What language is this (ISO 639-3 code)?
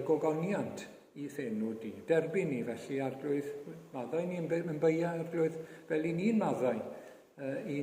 cym